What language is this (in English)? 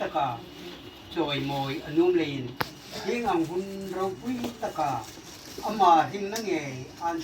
Hmar